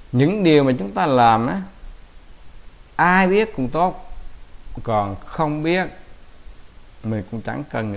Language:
Vietnamese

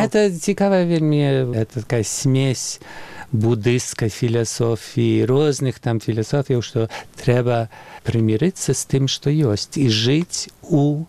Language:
Belarusian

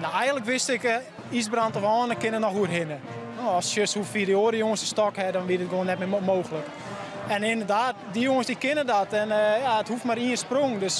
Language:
Western Frisian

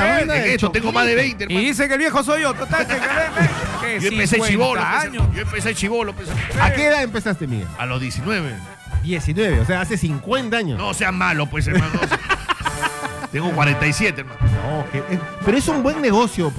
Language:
Spanish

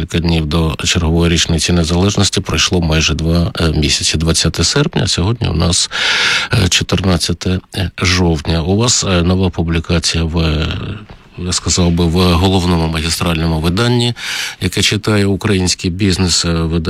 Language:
Ukrainian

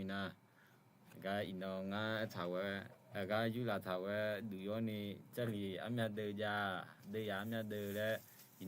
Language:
Akha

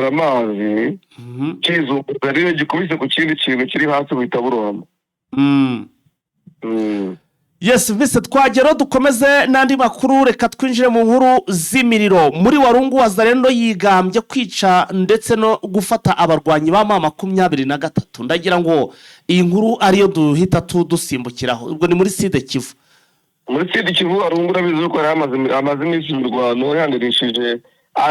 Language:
Kinyarwanda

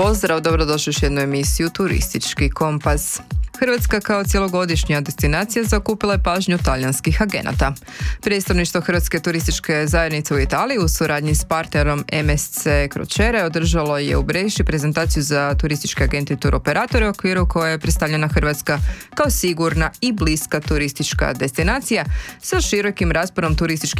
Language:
Croatian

